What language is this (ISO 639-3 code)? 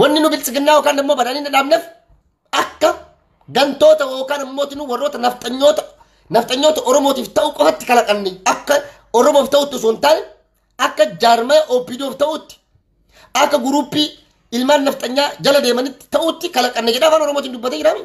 orm